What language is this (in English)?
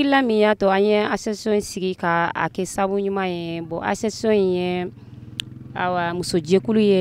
Bambara